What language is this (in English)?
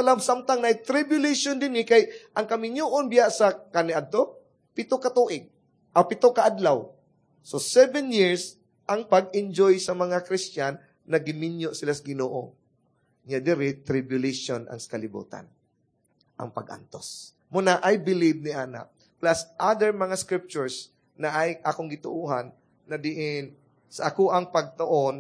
Cebuano